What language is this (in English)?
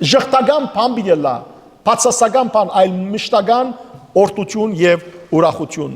Western Armenian